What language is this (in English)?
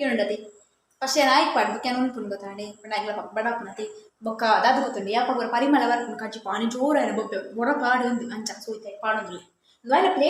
Tulu